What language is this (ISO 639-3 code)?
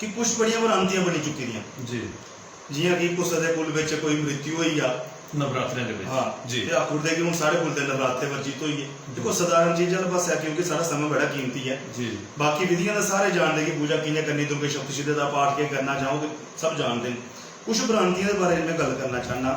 doi